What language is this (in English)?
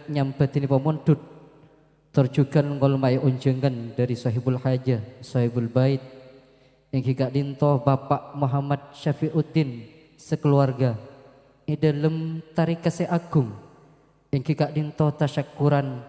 Madurese